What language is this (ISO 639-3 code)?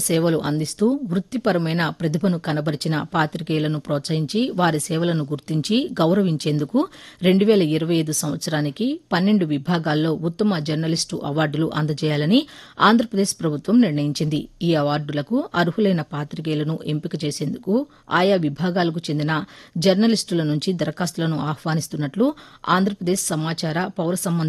tel